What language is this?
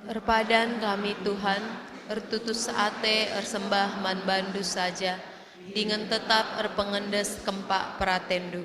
Batak Karo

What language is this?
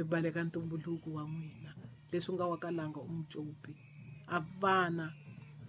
Tsonga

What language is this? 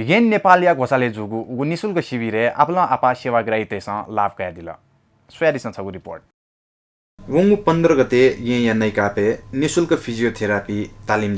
Newari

